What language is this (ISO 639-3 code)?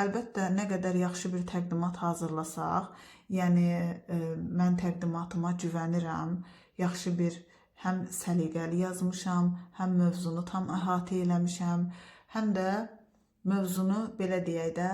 aze